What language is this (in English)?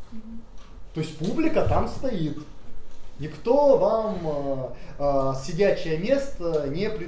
Russian